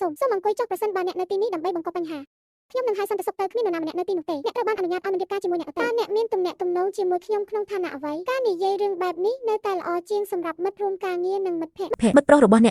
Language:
Khmer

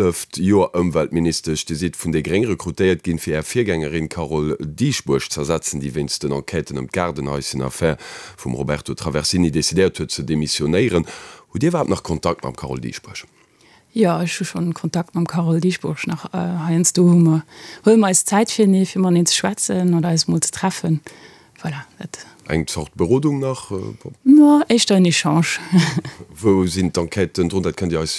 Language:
Luxembourgish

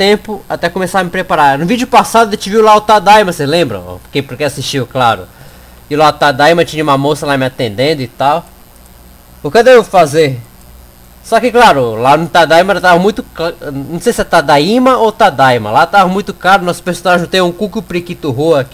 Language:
Portuguese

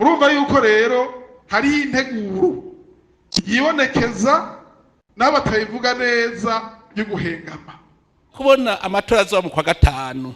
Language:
Rundi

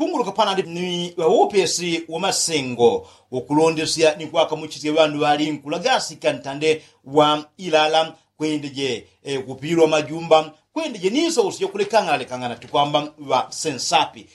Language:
Yao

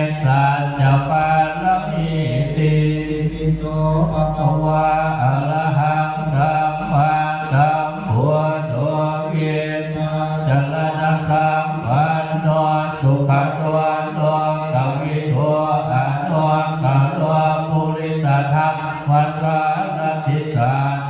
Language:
Pali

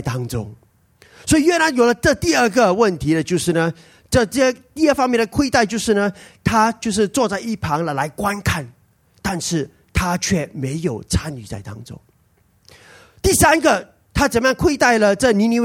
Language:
Chinese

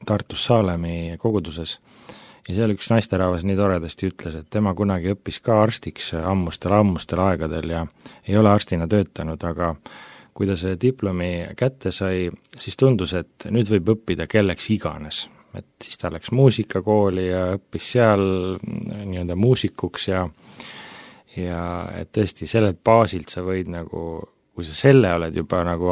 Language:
Estonian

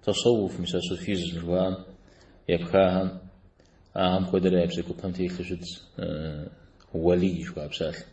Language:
Kabardian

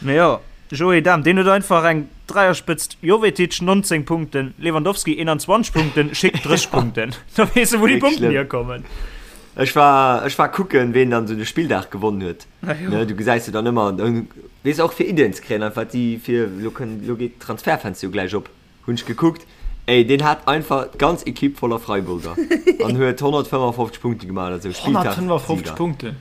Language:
Luxembourgish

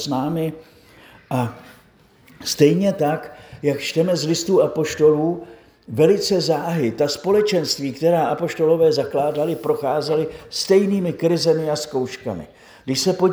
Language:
Czech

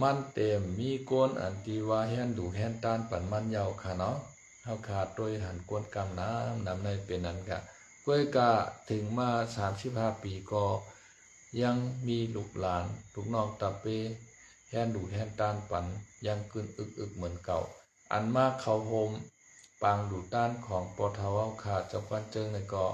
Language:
Shan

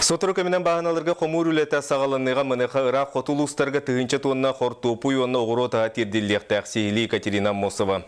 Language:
Yakut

